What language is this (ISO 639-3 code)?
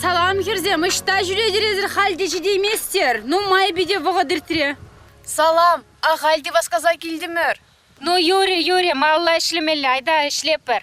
chv